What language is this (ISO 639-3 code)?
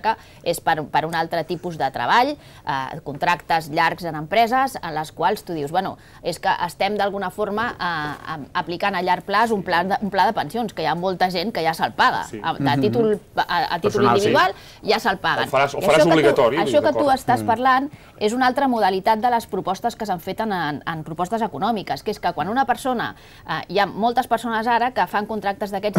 cat